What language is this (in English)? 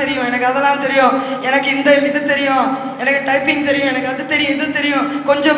Tamil